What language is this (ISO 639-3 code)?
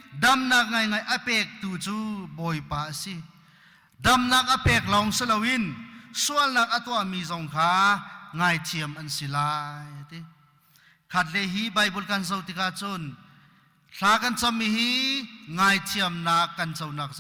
cnh